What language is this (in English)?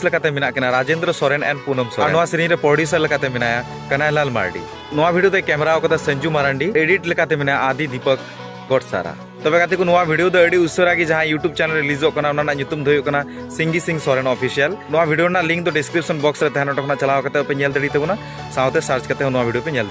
Santali